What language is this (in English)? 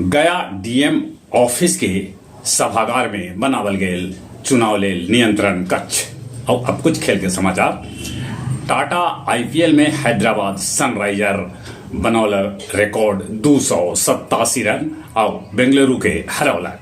Magahi